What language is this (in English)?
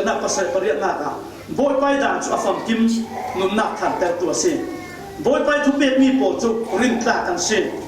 Falam Chin